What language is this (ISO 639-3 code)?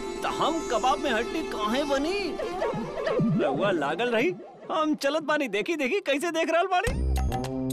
bho